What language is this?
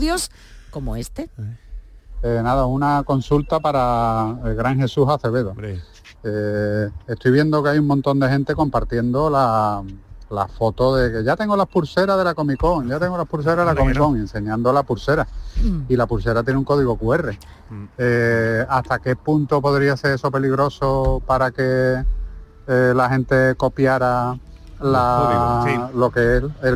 Spanish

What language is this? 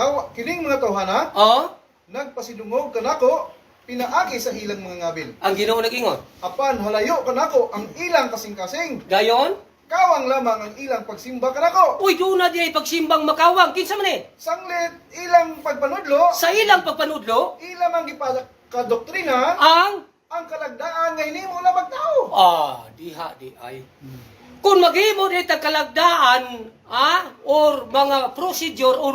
Cebuano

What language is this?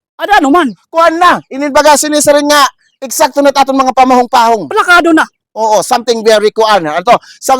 Waray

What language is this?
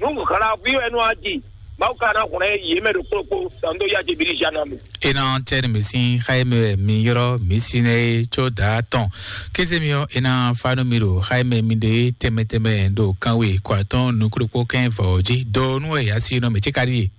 Fon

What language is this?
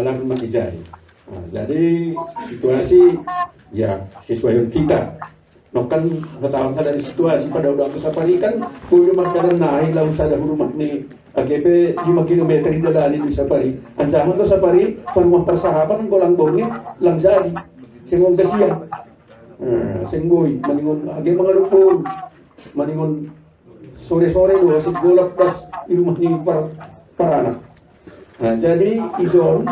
Batak Simalungun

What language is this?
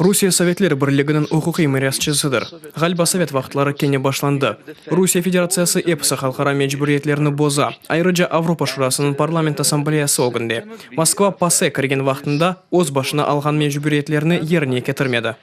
Crimean Tatar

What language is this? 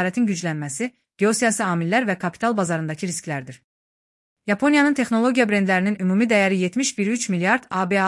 Azerbaijani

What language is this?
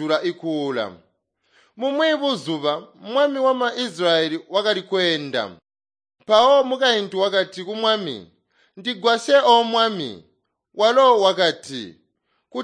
Tonga (Zambia)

